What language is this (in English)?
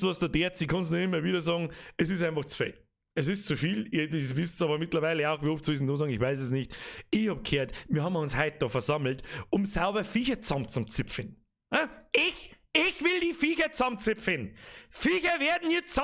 Bavarian